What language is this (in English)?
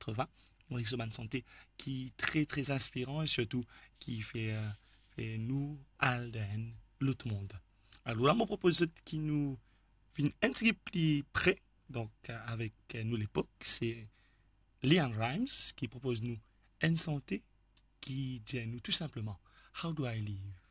Morisyen